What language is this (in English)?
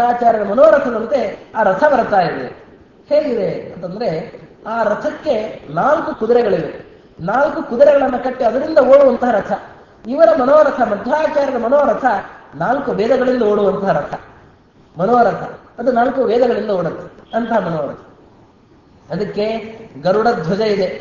Kannada